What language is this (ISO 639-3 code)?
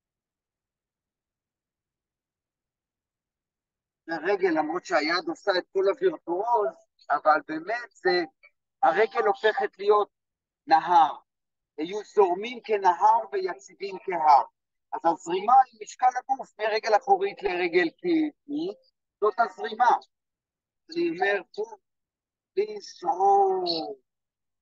heb